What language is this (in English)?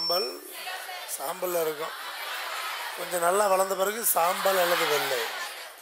Tamil